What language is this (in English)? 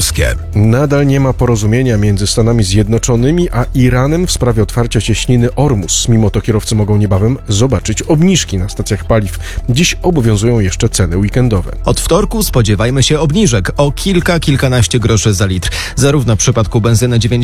Polish